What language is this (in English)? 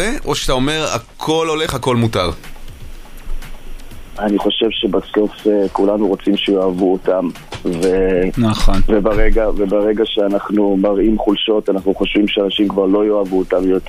Hebrew